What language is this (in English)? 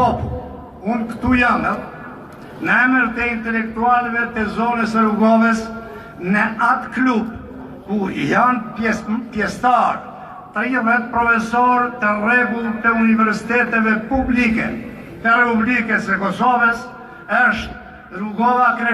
Albanian